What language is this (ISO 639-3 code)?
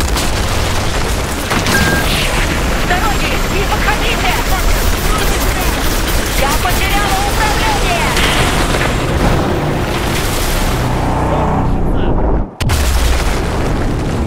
rus